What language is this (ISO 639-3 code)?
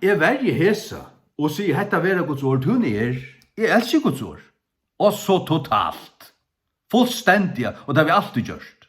fao